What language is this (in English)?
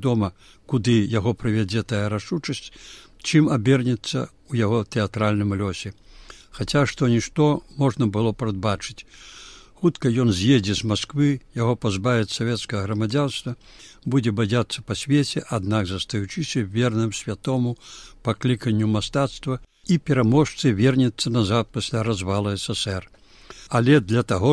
Belarusian